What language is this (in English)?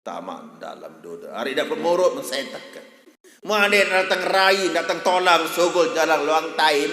Sasak